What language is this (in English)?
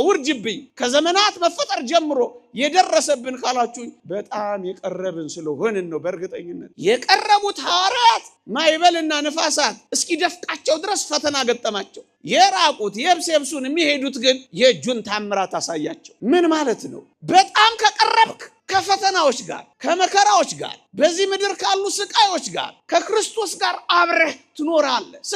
Amharic